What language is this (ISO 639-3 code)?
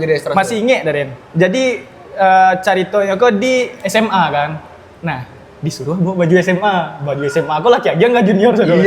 min